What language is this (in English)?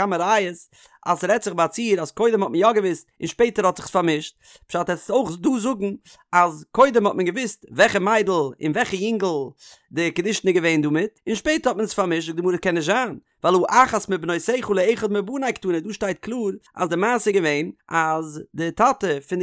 Yiddish